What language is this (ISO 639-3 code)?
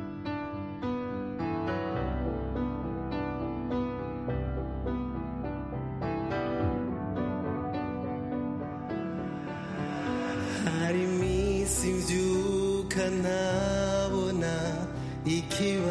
kin